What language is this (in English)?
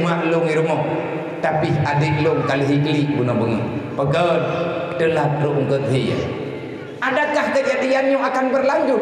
Achinese